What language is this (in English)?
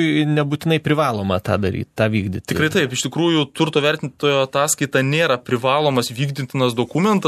Lithuanian